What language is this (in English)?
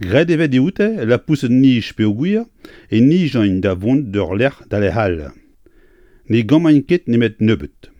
Breton